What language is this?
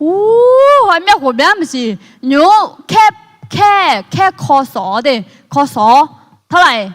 Akha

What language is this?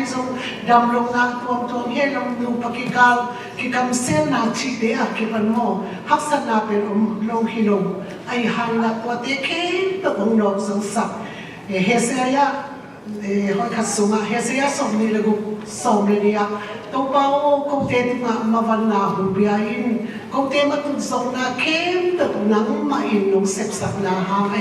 Tedim Chin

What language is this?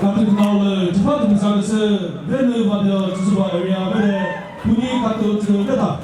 Chokri Naga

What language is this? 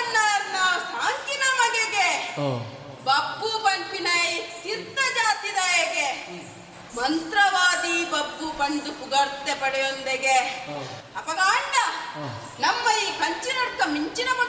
Tulu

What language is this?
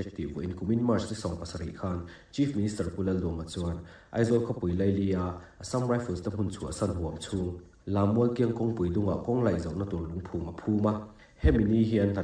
Mizo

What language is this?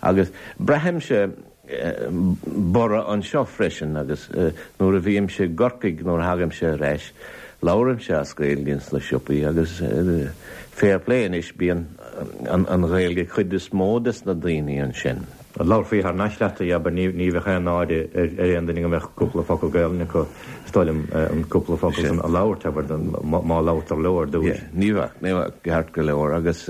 Irish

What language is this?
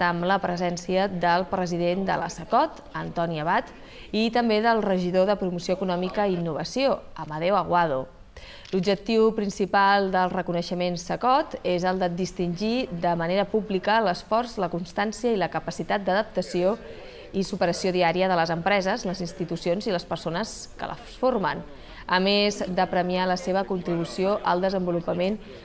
Catalan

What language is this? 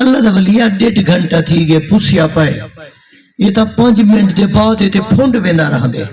Saraiki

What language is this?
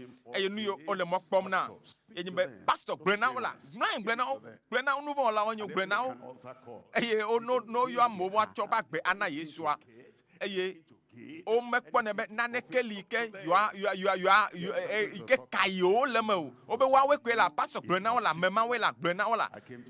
Ewe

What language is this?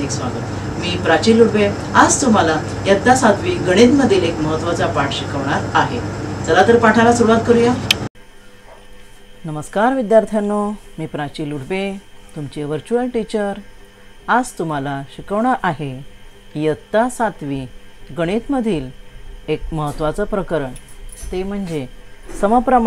Marathi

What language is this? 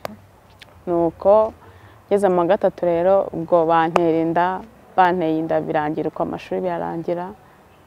Kinyarwanda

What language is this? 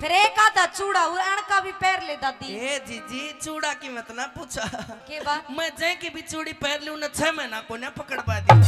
Haryanvi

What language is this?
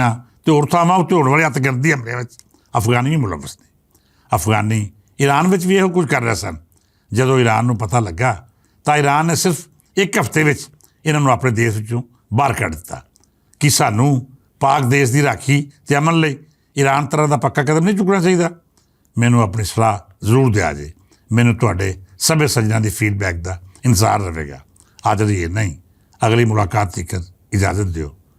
Western Panjabi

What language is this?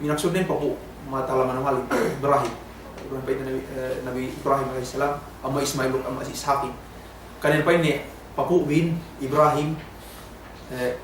Yakan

